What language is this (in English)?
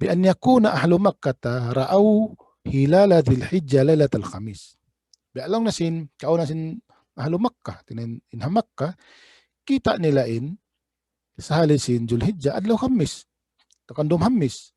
Tausug